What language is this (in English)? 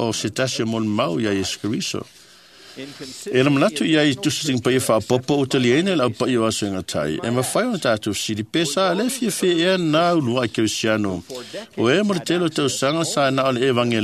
Samoan